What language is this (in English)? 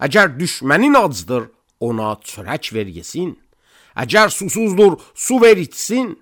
Azerbaijani